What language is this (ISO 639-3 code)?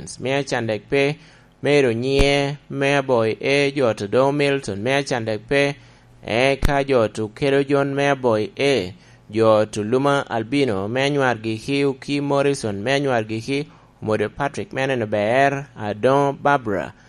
laj